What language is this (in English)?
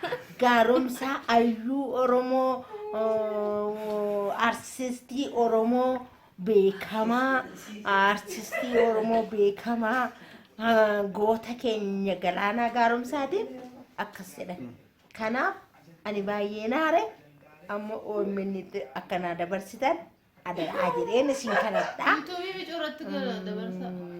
Oromo